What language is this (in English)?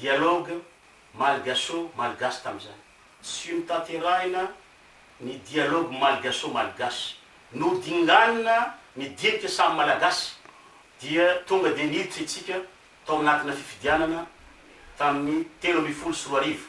Malagasy